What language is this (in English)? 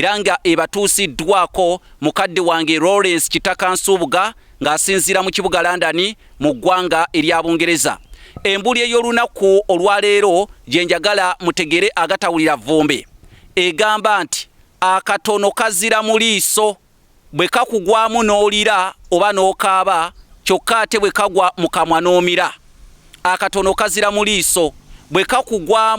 Ganda